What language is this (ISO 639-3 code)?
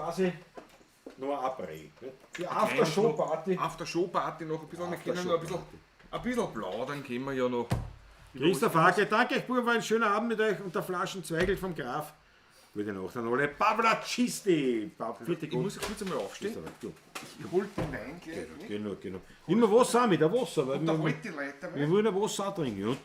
bar